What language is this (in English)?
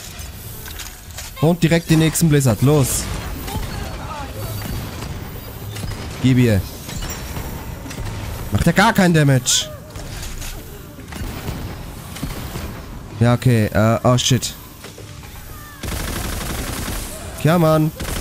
German